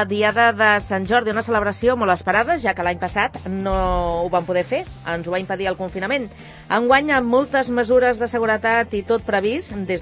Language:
Catalan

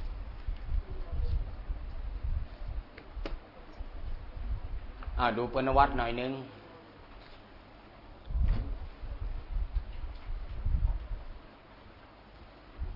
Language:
Thai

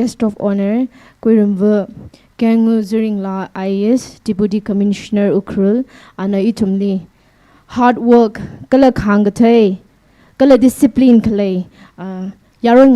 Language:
Tangkhul Naga (India)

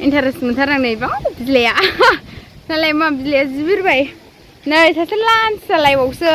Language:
Bodo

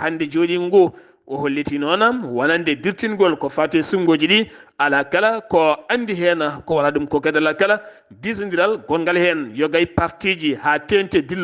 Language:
Fula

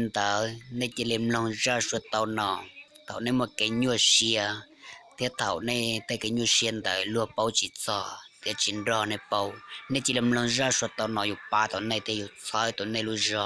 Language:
Hmong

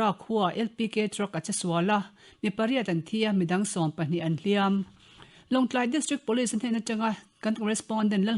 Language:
Mizo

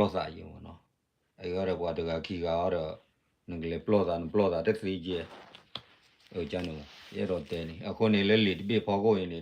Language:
S'gaw Karen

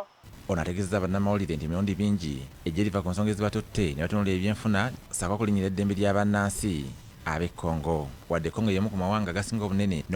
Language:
Ganda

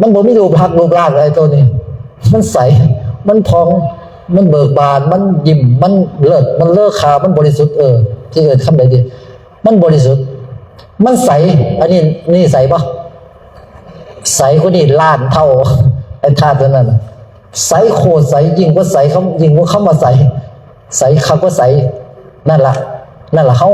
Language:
Northeastern Thai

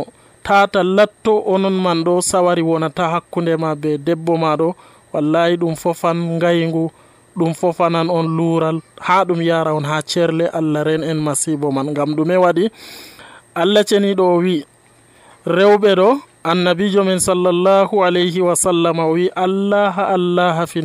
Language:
Nigerian Fulfulde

